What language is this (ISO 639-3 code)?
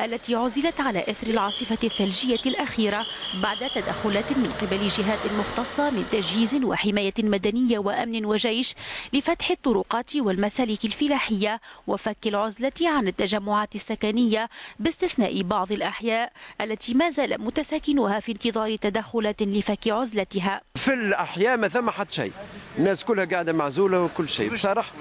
aeb